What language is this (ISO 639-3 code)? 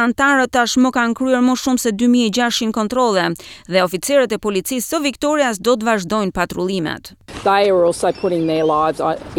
sqi